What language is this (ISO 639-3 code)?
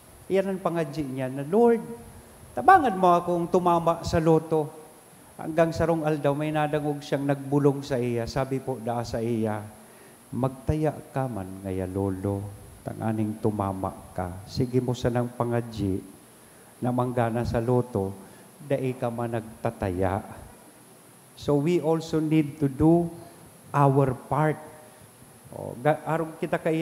bik